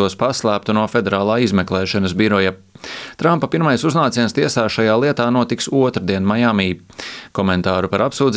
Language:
Latvian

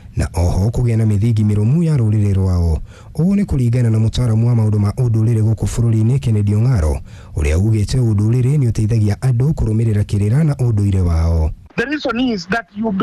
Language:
Kikuyu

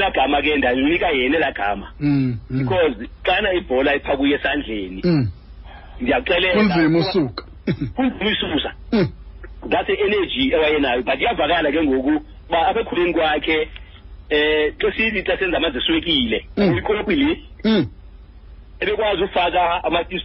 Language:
Xhosa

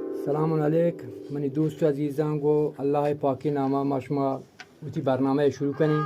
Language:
Eastern Balochi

